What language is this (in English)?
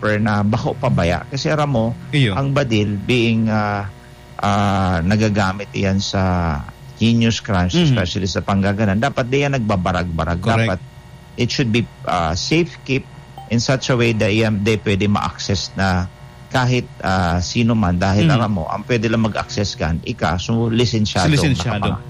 Bikol